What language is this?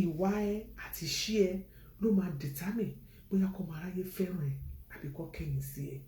Yoruba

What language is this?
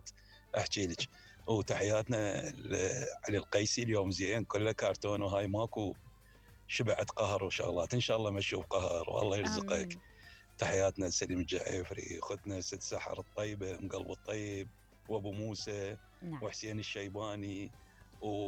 Mesopotamian Arabic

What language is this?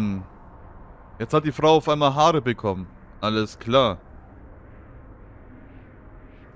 German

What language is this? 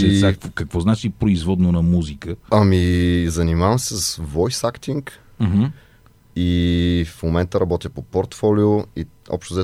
Bulgarian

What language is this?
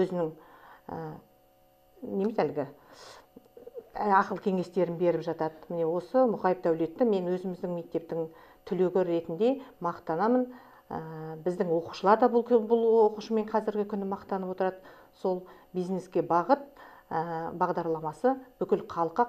Kazakh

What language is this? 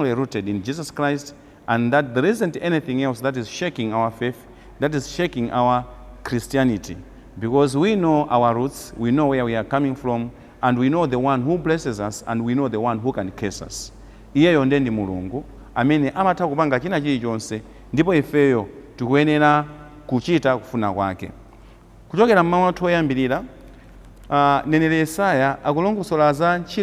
Nyanja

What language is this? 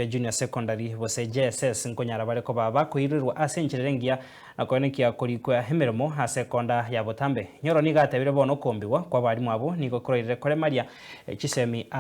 Gusii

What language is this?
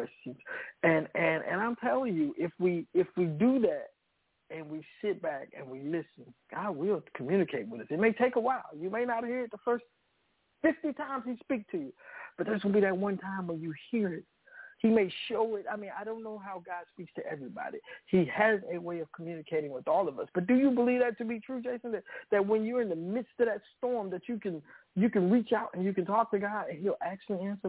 English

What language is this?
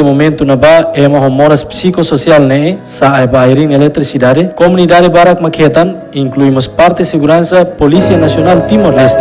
Tetum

